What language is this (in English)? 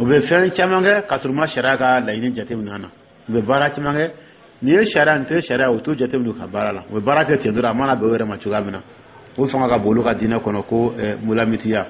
Dyula